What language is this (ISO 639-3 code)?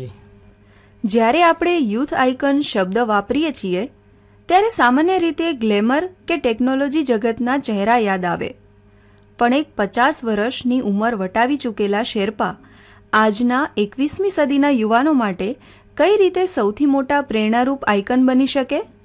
guj